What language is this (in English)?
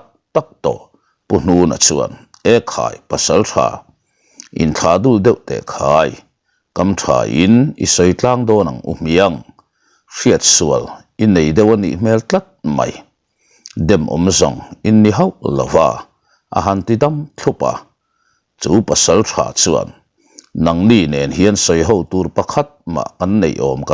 Mizo